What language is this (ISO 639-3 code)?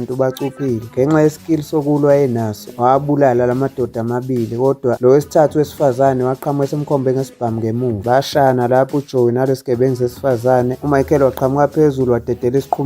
zul